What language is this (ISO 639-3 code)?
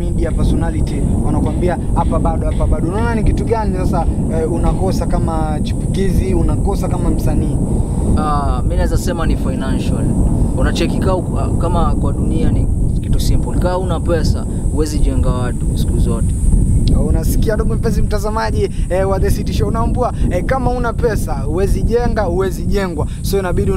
swa